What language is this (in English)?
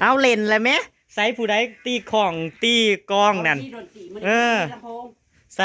Northeastern Thai